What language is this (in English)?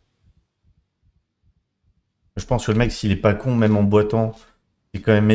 French